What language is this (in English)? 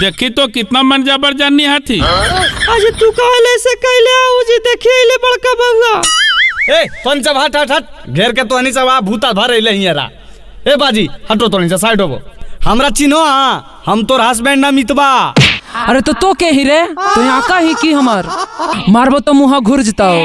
Magahi